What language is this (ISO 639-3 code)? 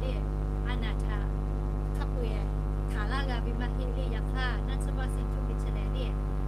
lhu